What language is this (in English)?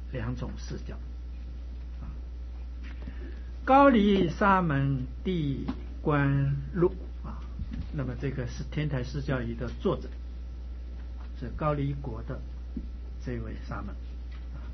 Chinese